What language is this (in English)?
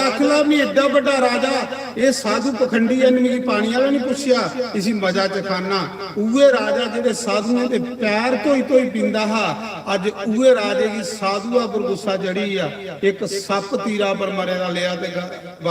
Dogri